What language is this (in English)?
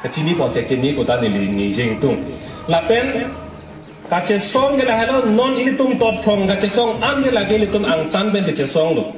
Karbi